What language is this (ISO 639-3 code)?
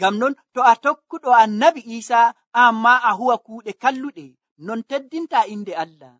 fuv